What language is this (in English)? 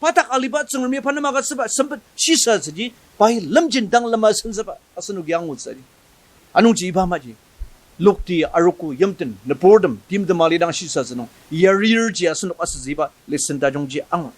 Ao Naga